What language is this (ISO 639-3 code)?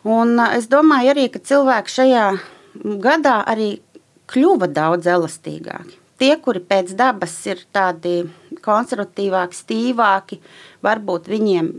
lav